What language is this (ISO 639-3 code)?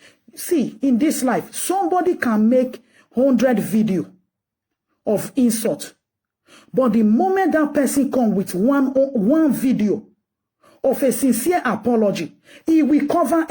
pcm